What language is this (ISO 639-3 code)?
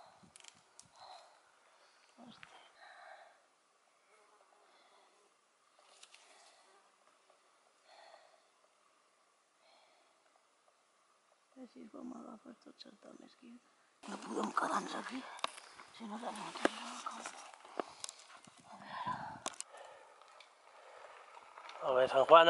cat